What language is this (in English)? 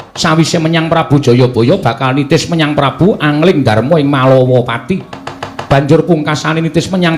Javanese